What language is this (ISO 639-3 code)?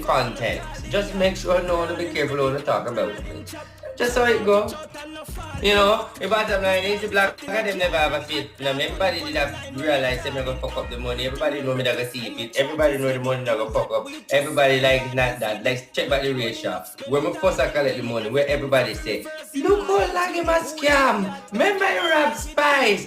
jam